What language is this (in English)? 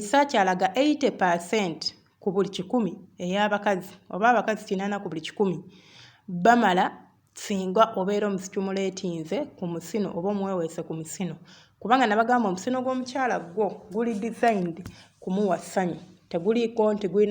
Ganda